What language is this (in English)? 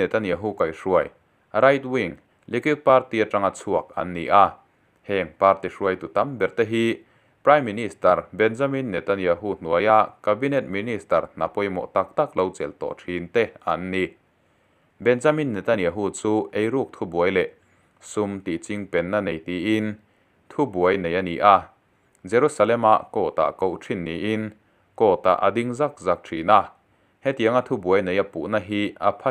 Mizo